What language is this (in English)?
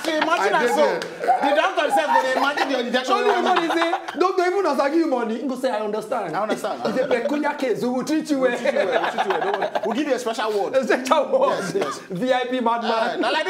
Nigerian Pidgin